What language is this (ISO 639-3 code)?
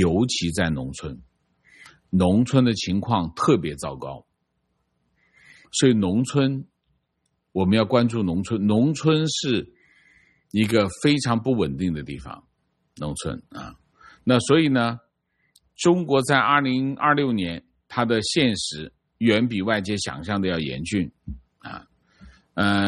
zho